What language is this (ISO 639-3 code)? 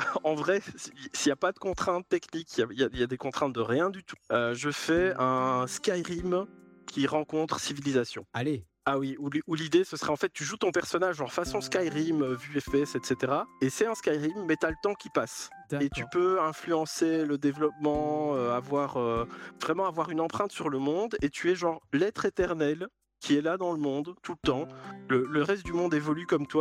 fra